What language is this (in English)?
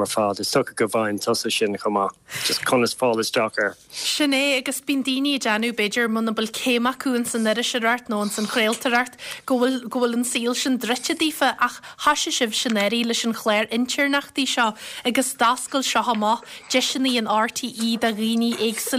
Irish